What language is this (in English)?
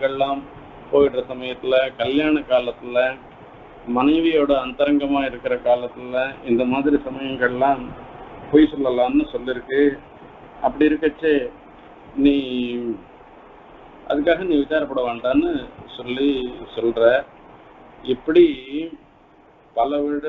Tamil